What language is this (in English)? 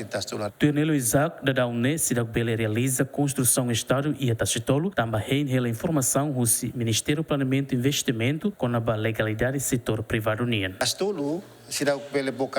Tetum